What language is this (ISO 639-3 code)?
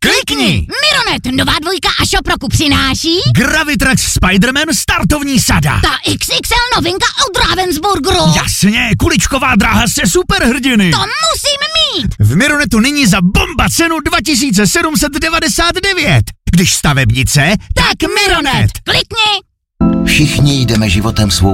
ces